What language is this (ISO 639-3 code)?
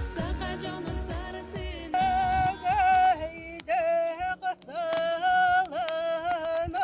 sah